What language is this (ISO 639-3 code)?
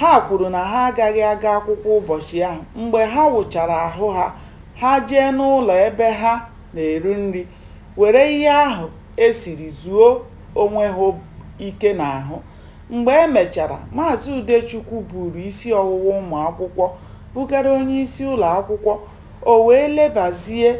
ibo